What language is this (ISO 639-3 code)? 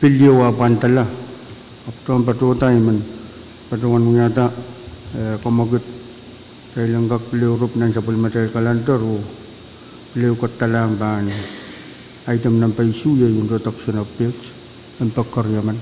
pon